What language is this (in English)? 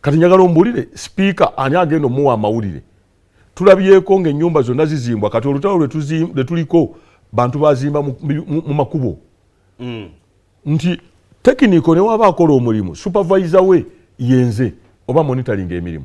Ganda